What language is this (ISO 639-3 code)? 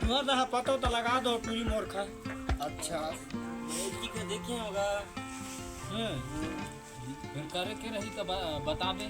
hne